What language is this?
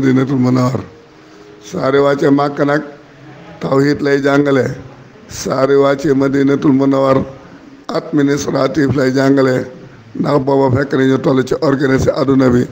Wolof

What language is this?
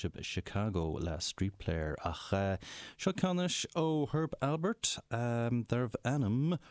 Irish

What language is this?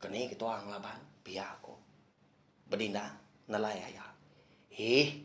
Iban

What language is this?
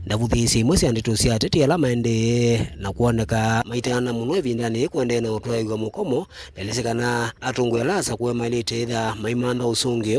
Kamba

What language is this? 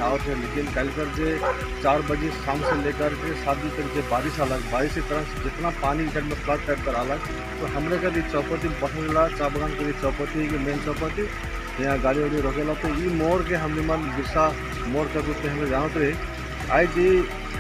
Sadri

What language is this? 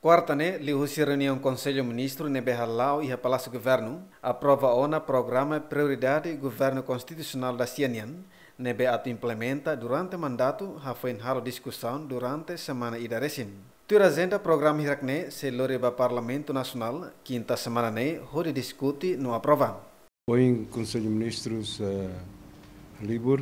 Tetum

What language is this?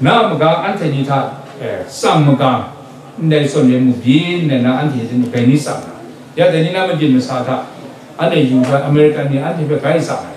Kachin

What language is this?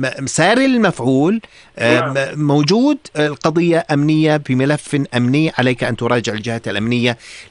North Levantine Arabic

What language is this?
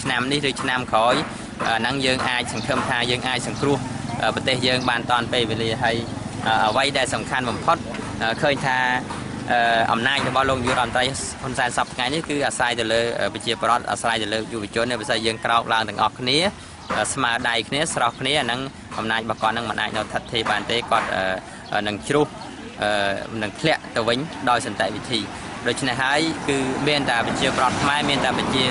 Khmer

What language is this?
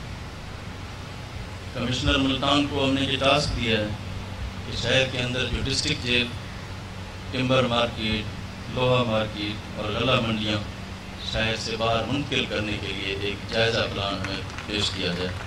Urdu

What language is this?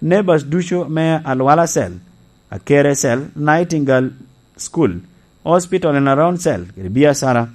Lango (Uganda)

